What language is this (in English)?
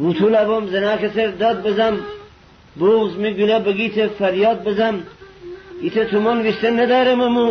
Gilaki